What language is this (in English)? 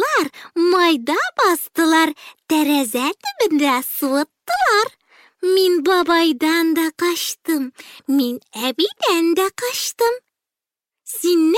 Tatar